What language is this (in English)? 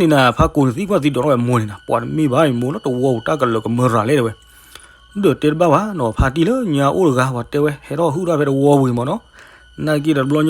S'gaw Karen